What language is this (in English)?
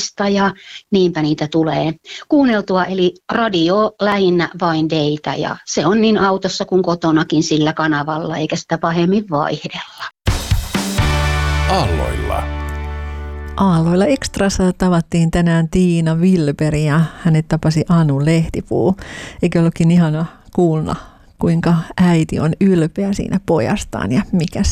Finnish